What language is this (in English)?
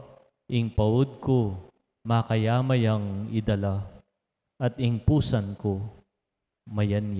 Pampanga